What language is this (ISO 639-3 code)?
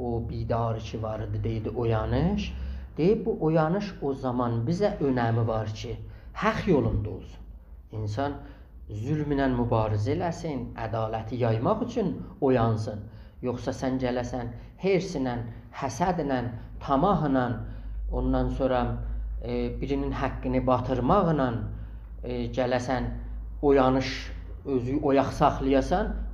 azb